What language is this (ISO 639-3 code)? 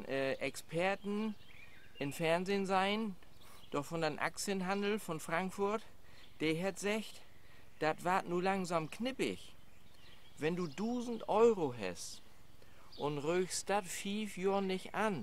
nds